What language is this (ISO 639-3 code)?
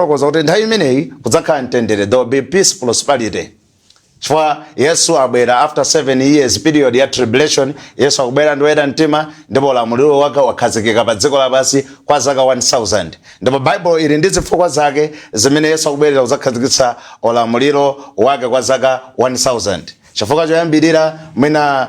nya